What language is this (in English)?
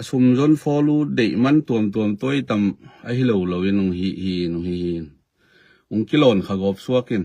Tedim Chin